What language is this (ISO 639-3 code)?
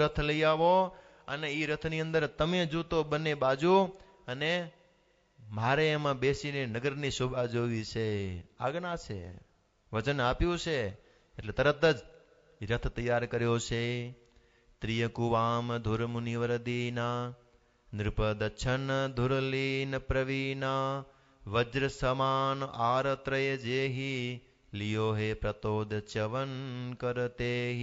guj